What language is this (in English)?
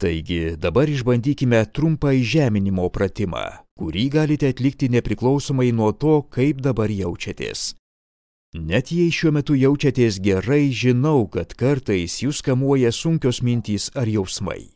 Lithuanian